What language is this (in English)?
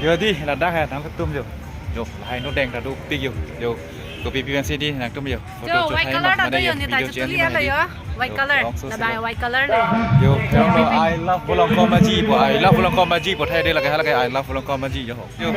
Karbi